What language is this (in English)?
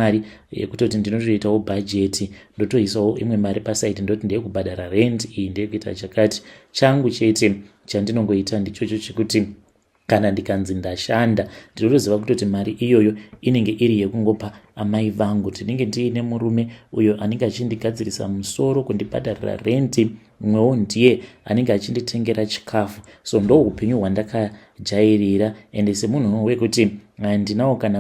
Shona